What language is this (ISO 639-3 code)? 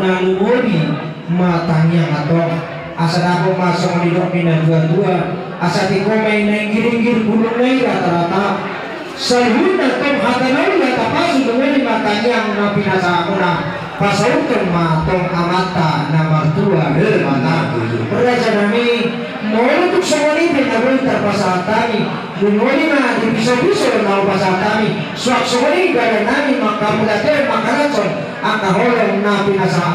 bbc